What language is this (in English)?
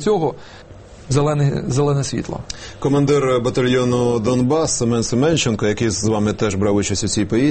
Ukrainian